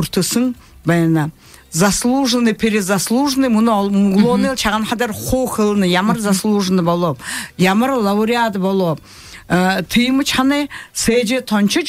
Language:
Buriat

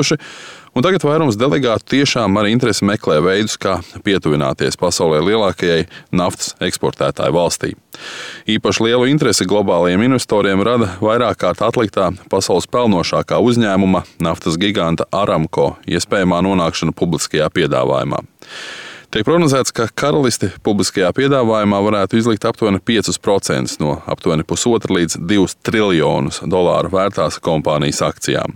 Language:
Latvian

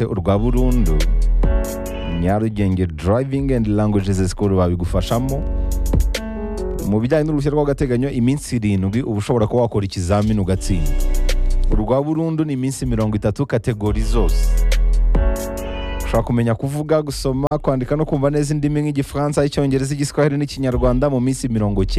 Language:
Kinyarwanda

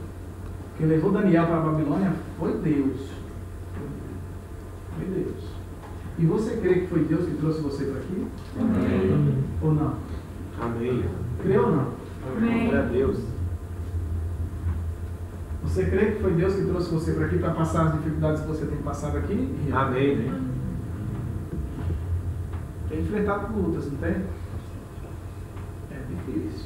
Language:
Portuguese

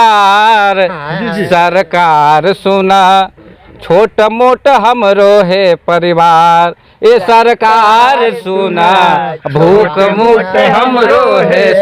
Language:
Magahi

